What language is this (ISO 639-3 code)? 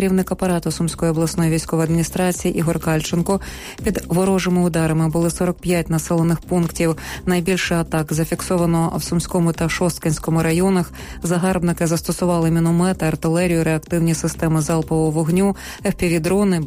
ukr